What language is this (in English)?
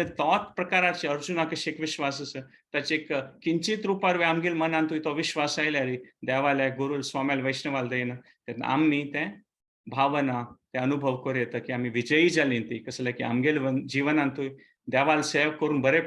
Konkani